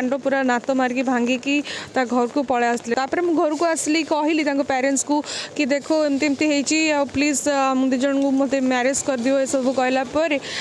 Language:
Odia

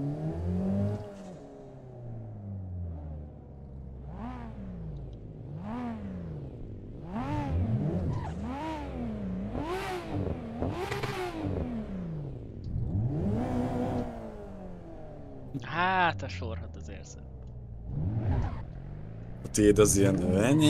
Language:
Hungarian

